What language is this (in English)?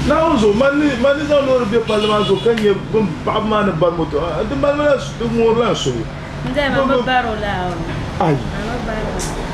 Dagbani